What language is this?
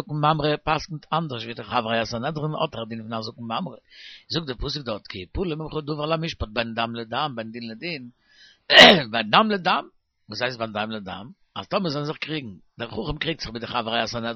Yiddish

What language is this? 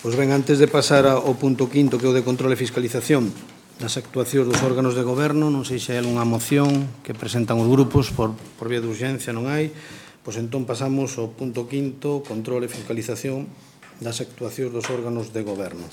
Galician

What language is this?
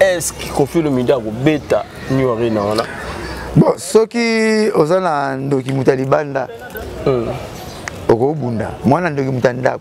Lingala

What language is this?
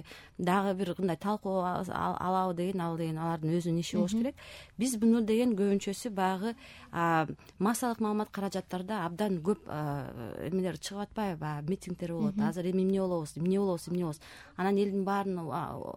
Kyrgyz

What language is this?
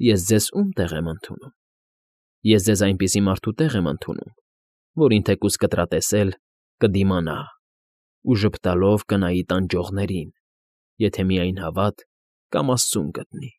Armenian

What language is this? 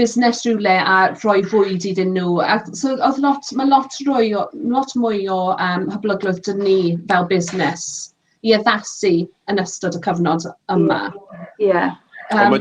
Welsh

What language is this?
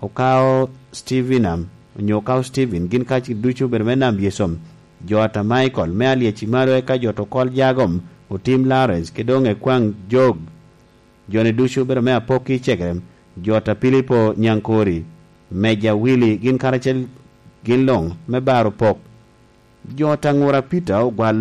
Lango (Uganda)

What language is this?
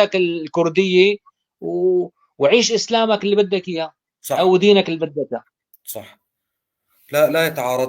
North Levantine Arabic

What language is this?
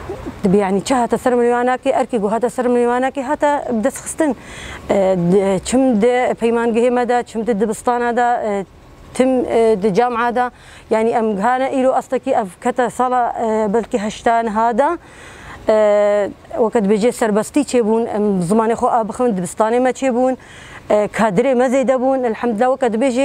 Kurdish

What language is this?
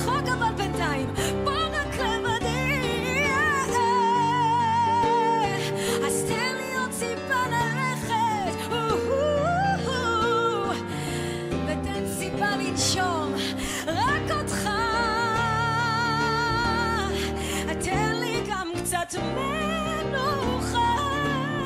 Hebrew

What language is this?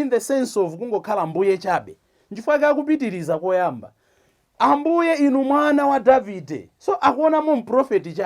Nyanja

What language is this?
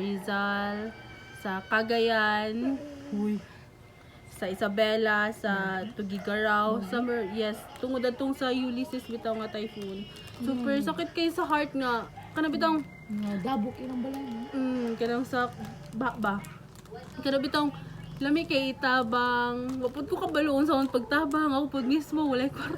Cebuano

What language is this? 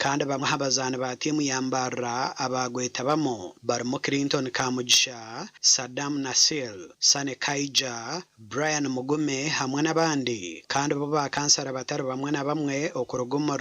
Nyankole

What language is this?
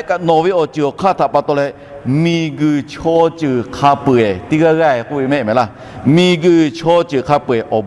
Lahu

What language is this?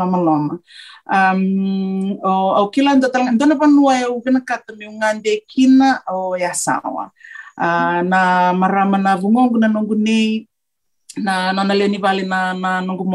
Fijian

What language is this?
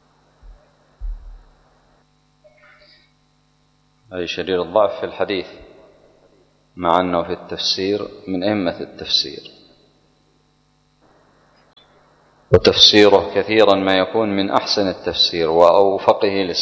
Arabic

